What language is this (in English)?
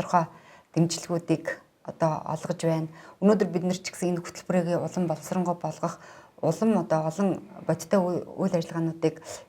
Mongolian